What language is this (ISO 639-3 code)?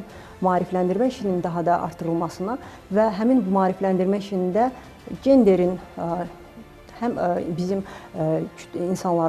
aze